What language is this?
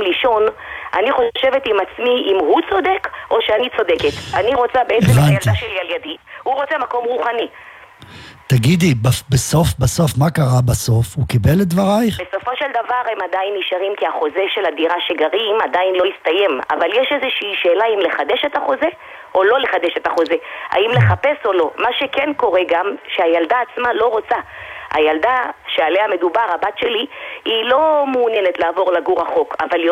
Hebrew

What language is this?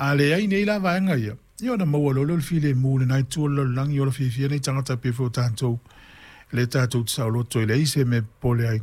Samoan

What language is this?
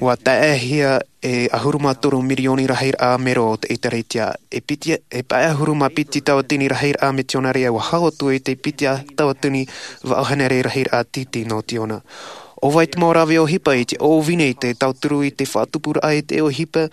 Tahitian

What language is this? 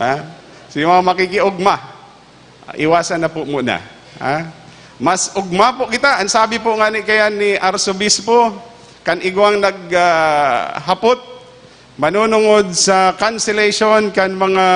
Bikol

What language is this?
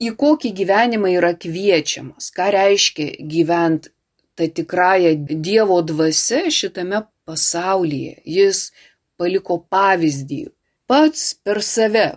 Lithuanian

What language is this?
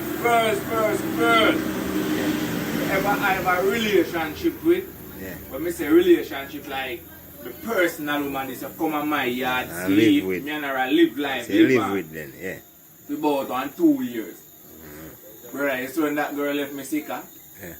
Jamaican Creole English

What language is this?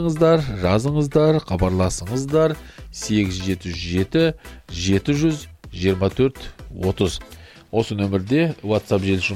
Kazakh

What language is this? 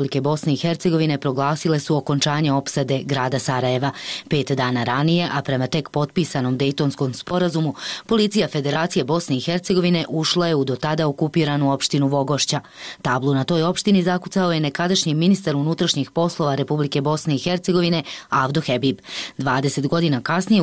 Bosnian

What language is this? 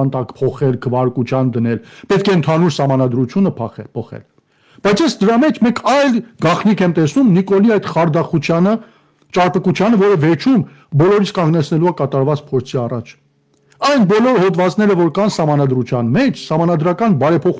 Armenian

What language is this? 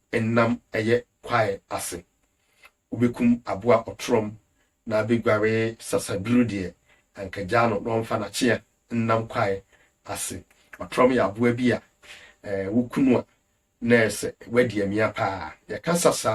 Akan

